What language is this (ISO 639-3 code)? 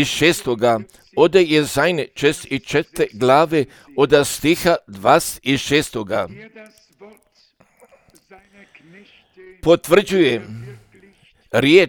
hrv